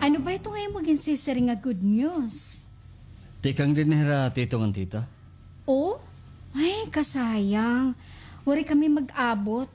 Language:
Waray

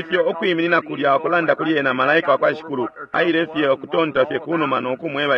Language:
Bemba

